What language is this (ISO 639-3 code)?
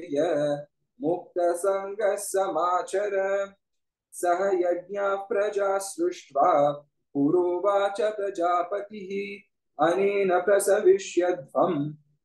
san